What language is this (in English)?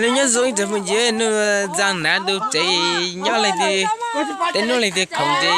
Hmong